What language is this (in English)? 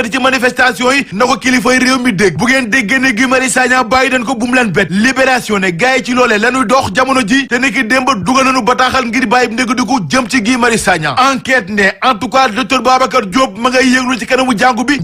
Wolof